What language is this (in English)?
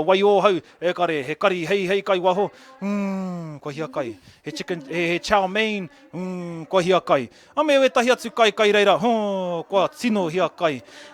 Māori